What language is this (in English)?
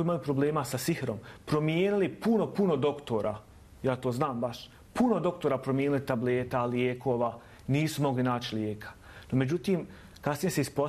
Bosnian